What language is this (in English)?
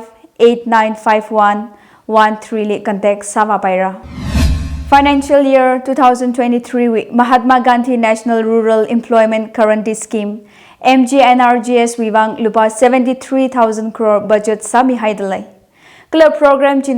Tangkhul Naga (India)